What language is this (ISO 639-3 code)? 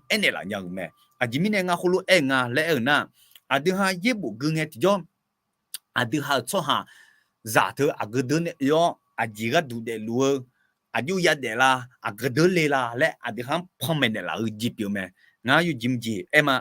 ahk